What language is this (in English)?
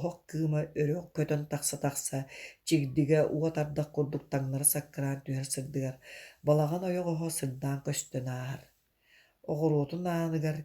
Yakut